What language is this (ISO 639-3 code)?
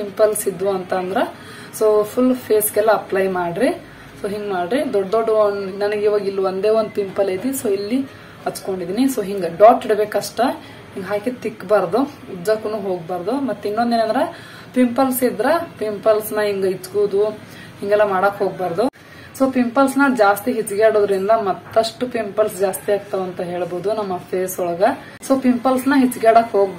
kan